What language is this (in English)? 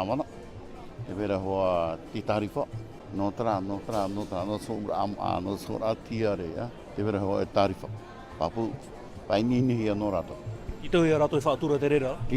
Tahitian